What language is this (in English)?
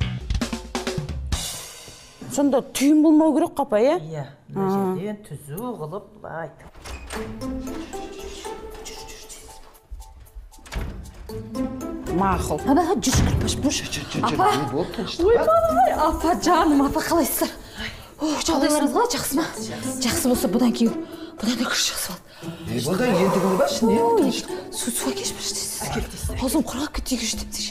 Kazakh